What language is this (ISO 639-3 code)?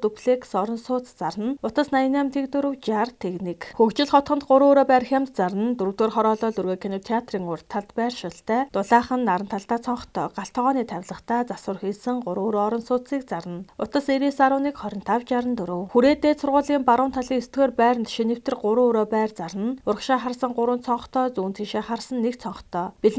mon